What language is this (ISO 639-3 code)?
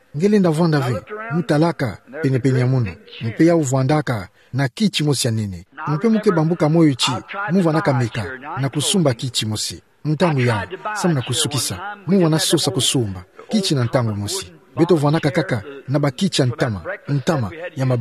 ktu